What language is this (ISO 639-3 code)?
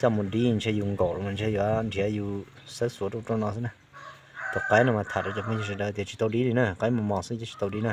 hmn